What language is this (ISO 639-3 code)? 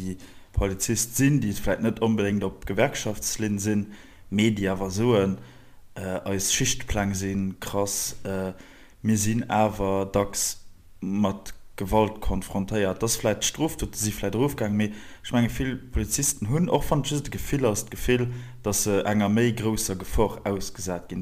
ltz